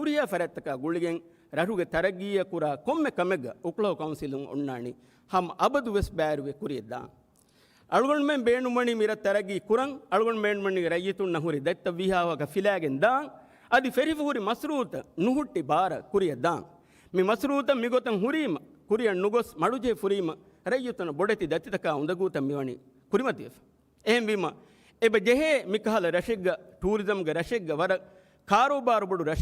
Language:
Divehi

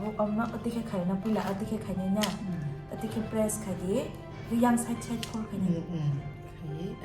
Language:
Kok Borok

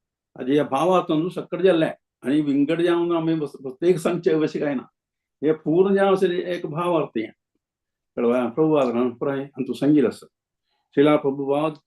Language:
Konkani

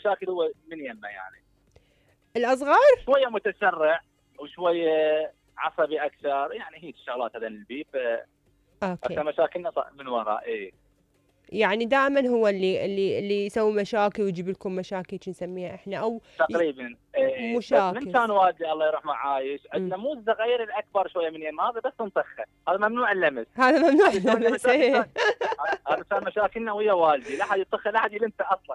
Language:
Mesopotamian Arabic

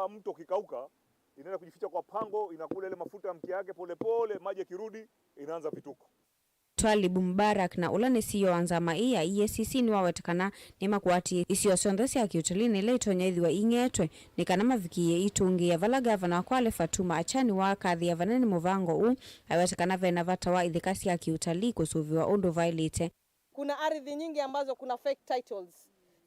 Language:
Kamba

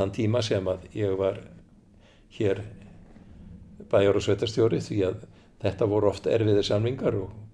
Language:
Icelandic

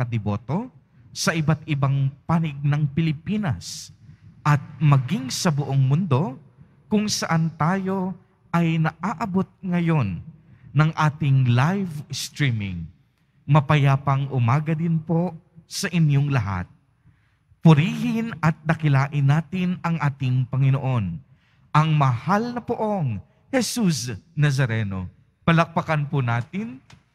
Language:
Filipino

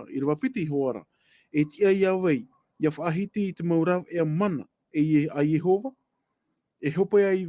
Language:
Tahitian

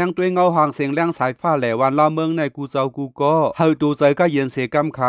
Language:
Shan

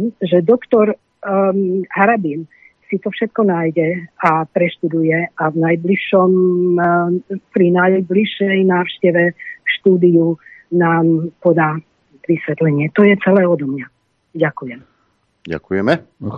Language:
Slovak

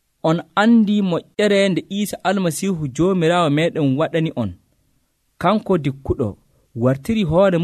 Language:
Nigerian Fulfulde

